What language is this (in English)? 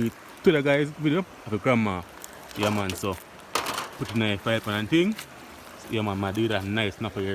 Jamaican Creole English